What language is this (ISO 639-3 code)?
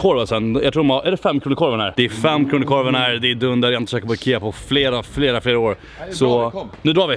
swe